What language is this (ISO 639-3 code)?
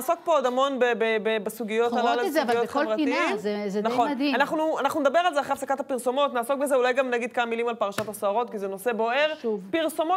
heb